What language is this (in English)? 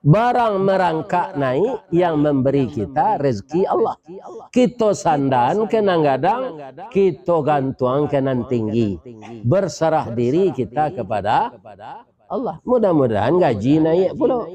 Minangkabau